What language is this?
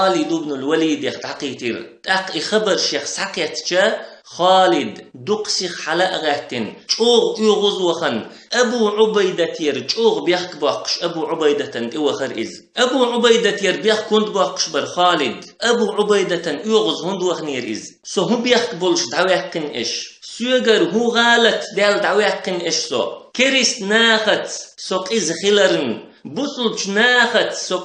Chechen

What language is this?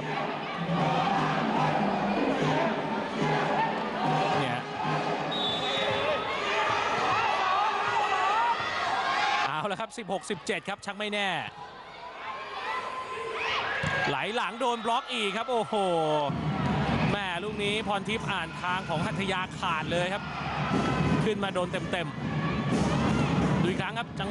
Thai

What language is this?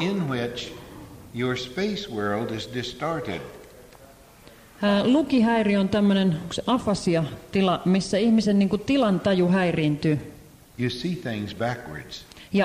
Finnish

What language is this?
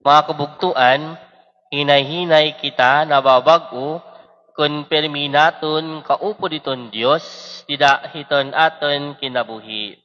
Waray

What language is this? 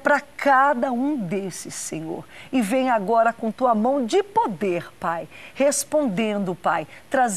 Portuguese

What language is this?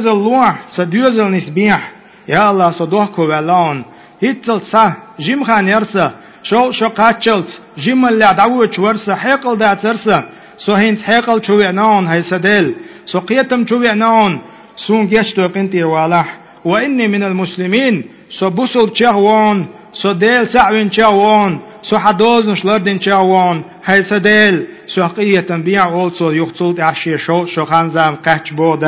Chechen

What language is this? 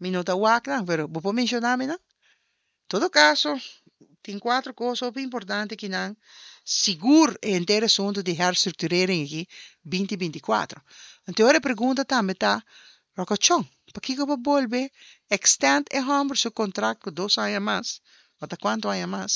Papiamento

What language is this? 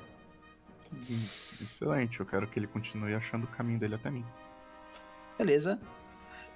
Portuguese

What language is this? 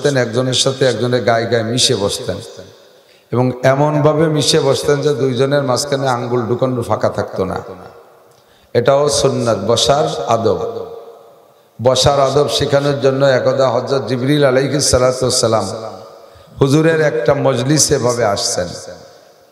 Bangla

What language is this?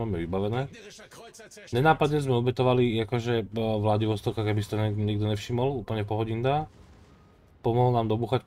Slovak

